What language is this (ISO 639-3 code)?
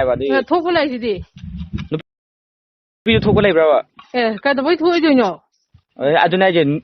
mni